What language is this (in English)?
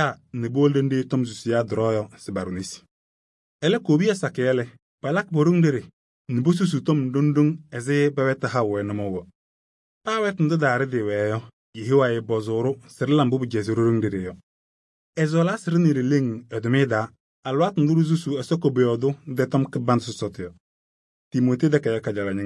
Kabiyè